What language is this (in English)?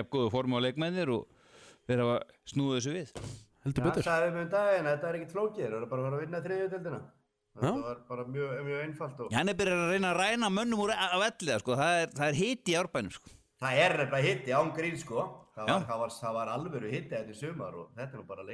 Icelandic